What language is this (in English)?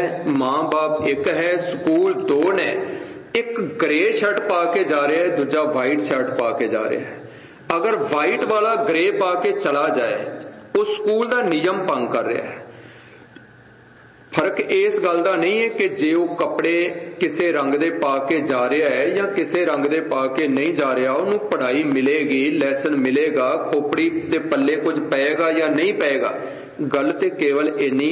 Punjabi